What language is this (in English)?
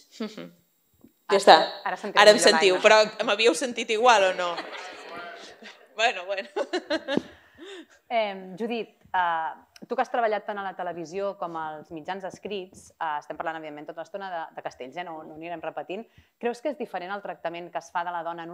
Catalan